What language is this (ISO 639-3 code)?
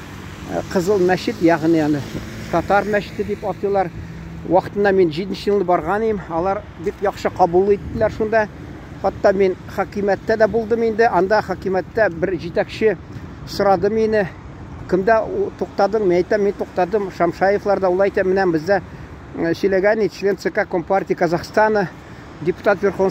tat